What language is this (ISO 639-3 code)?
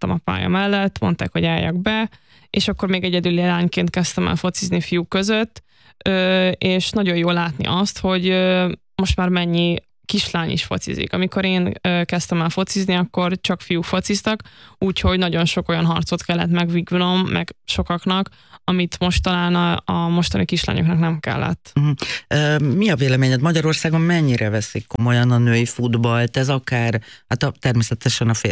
hun